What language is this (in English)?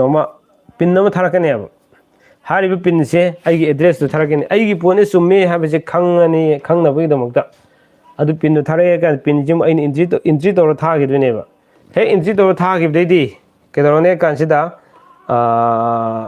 Manipuri